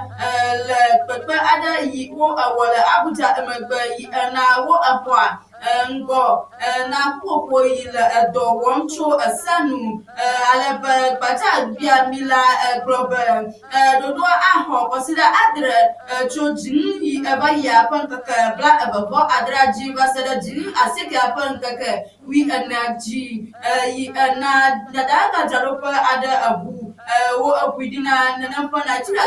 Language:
Ewe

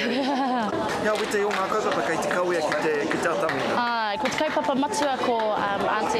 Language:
Māori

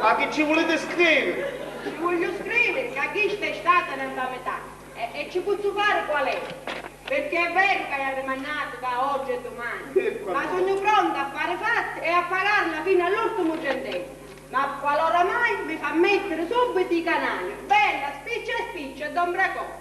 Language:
Sicilian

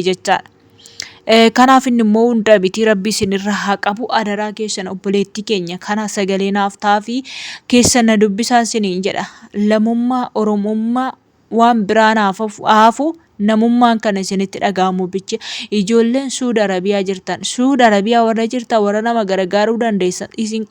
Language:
Oromo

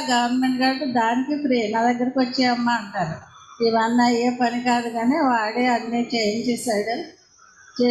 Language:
Telugu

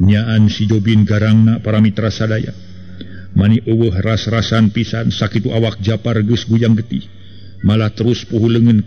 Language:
Sundanese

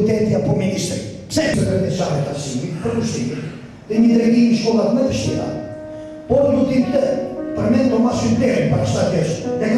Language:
Albanian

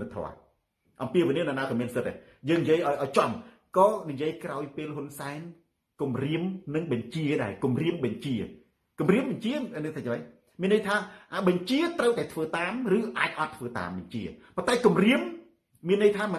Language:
Khmer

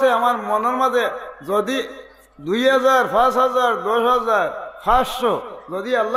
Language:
Sylheti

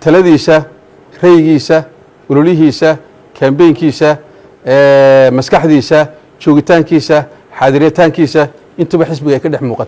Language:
Somali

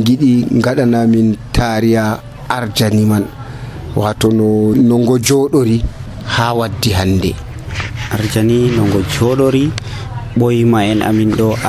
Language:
Nigerian Fulfulde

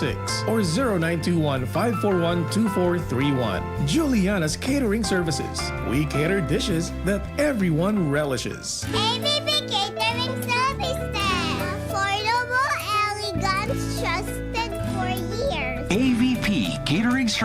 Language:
Bikol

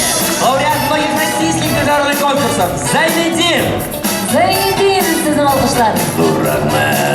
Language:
Tatar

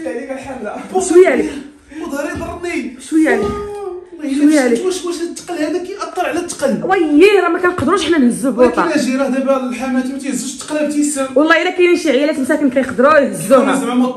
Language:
Moroccan Arabic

